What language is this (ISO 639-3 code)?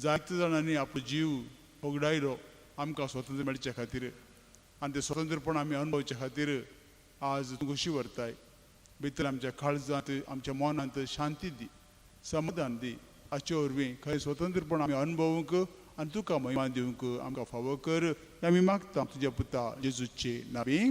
kok